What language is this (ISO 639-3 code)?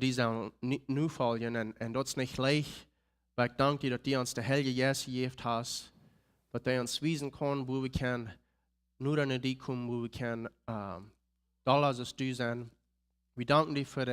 pdt